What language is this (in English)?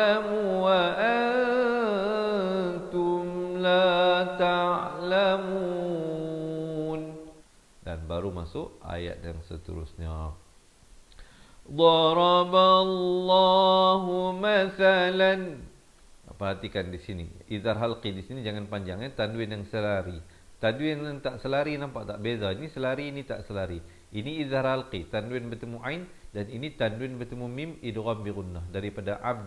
Malay